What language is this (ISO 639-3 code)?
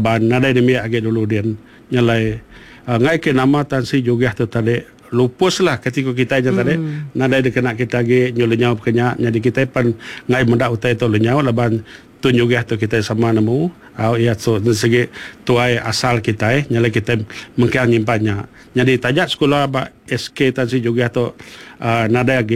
iba